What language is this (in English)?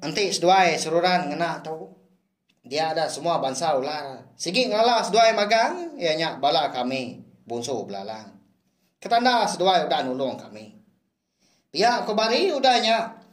Iban